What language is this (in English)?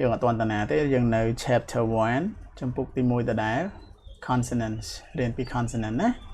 Khmer